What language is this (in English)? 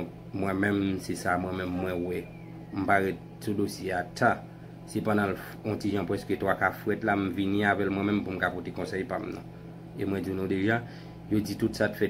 Haitian Creole